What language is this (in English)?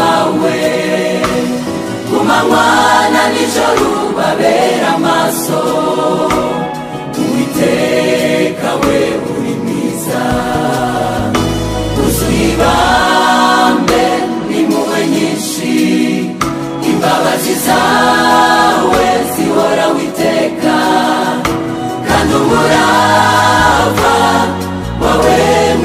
Kinyarwanda